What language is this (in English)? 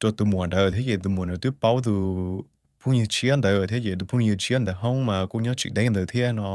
Hmong